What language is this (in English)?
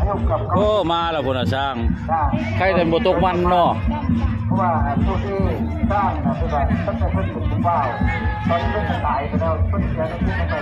Northeastern Thai